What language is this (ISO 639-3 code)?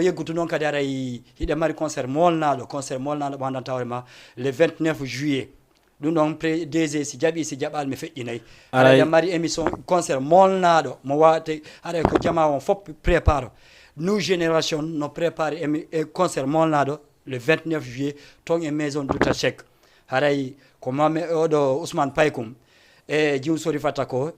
ful